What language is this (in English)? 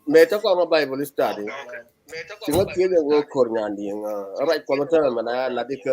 Nuer